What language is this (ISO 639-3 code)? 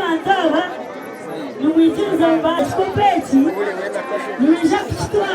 nyn